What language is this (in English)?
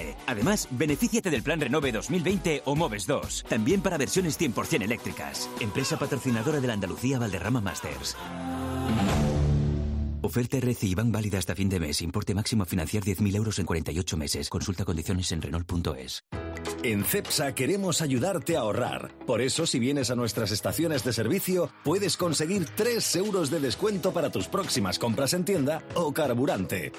Spanish